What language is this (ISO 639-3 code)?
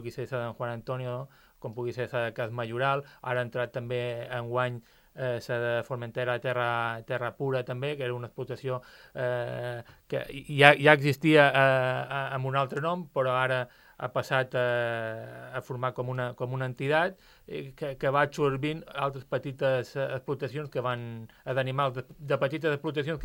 cat